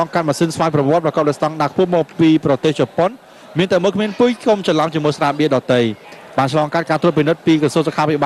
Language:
Khmer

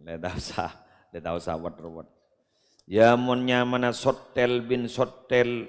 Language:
Madurese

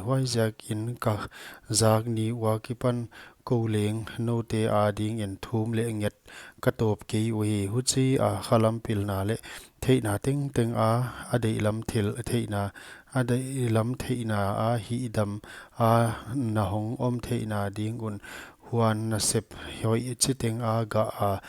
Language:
Paite Chin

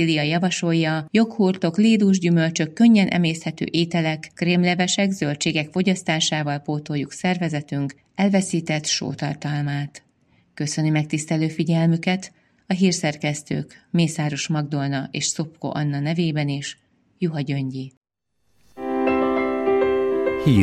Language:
Hungarian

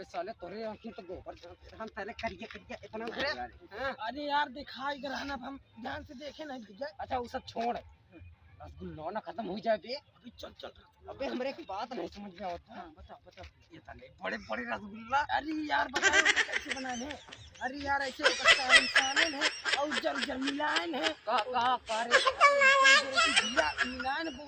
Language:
Awadhi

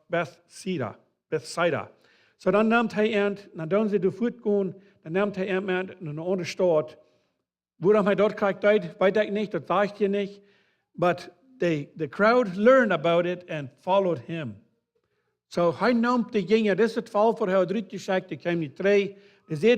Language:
Plautdietsch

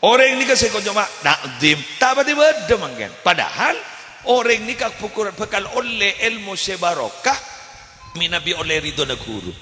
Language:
Madurese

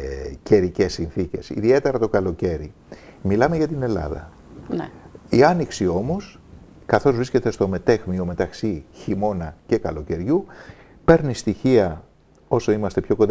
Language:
Greek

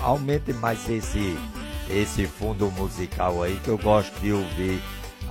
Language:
Portuguese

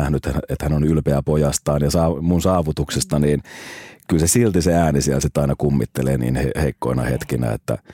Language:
Finnish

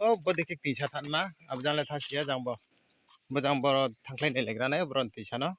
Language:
Riang (India)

